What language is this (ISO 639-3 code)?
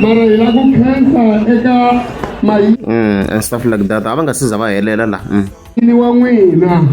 tso